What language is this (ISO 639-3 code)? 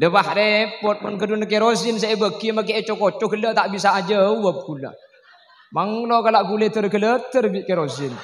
mad